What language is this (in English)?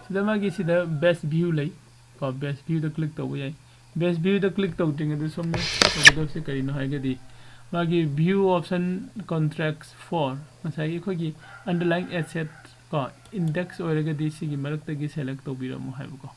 Manipuri